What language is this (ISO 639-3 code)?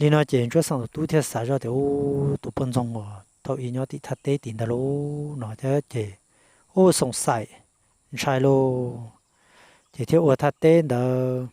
hmn